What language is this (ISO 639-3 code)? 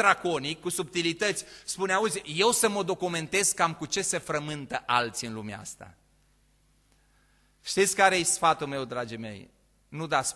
ron